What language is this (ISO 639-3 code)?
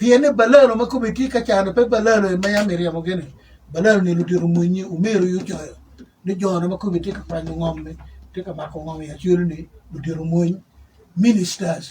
ach